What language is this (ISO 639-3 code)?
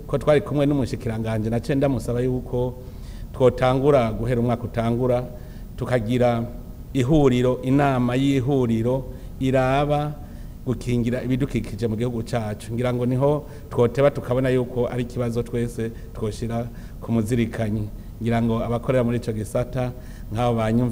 run